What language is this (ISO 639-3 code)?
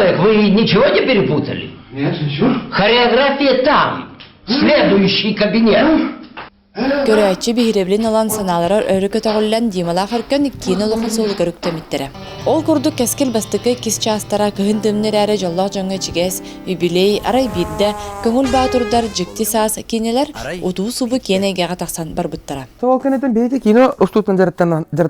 sah